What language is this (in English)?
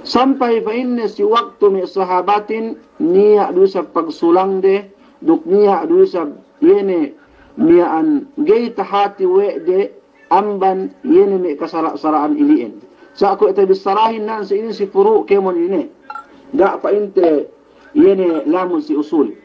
Yakan